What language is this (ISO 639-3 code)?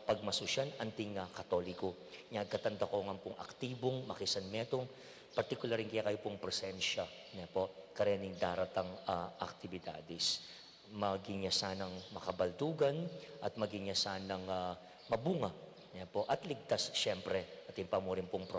pam